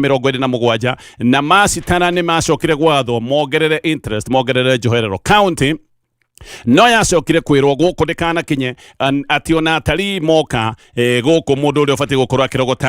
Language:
Kikuyu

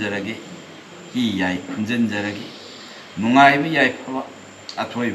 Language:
Manipuri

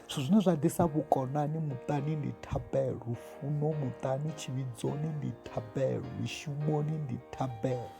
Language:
Venda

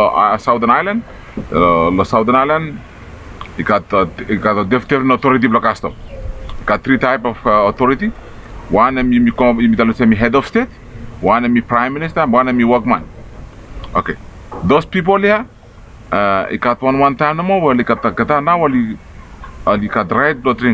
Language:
Bislama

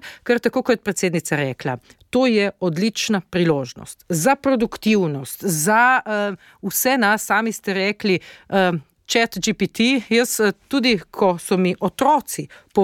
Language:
Slovenian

